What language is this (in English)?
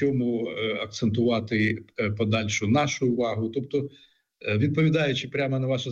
Ukrainian